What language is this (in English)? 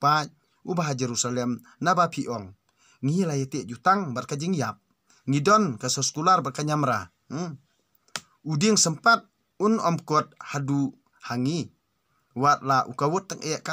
Khasi